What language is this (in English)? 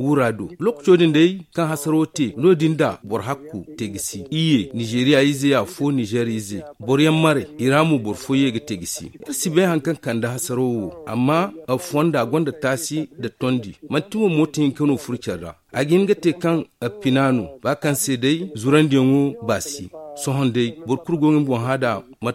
Zarma